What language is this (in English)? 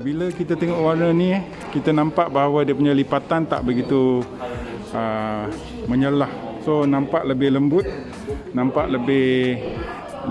Malay